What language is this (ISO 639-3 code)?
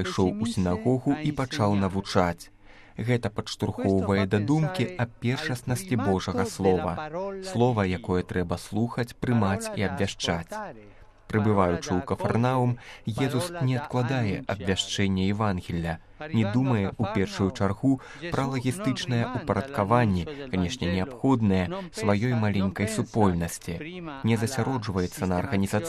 bel